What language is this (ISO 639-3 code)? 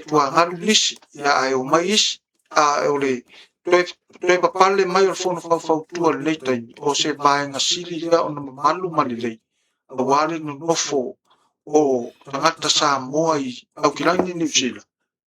smo